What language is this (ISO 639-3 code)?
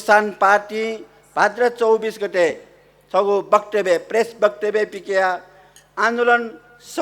new